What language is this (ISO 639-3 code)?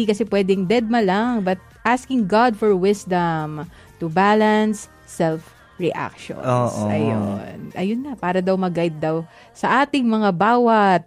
fil